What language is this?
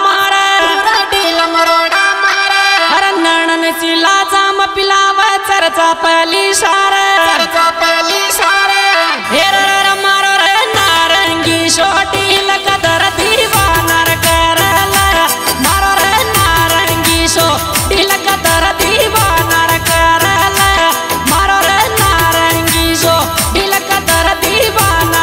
Rajasthani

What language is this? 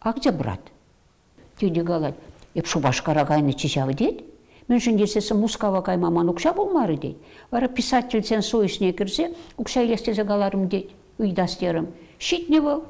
Chuvash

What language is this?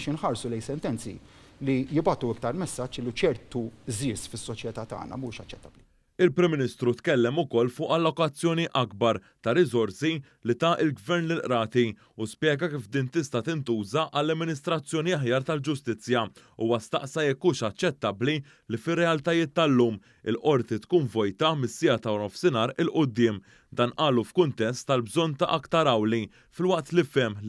Maltese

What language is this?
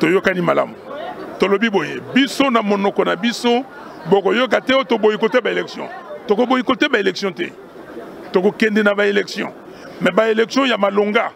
Lingala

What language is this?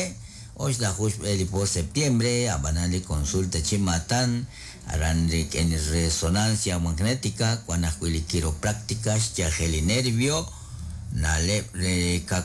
Kekchí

